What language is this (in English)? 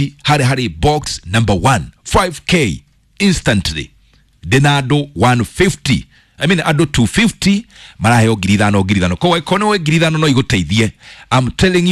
Kikuyu